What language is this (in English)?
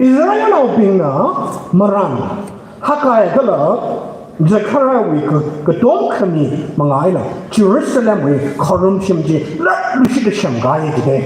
Tangkhul Naga (India)